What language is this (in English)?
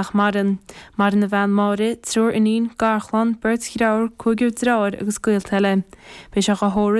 Irish